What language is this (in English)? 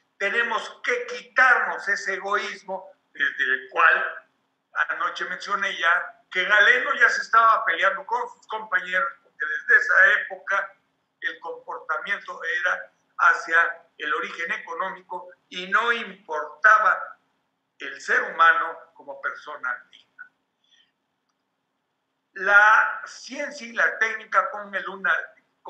Spanish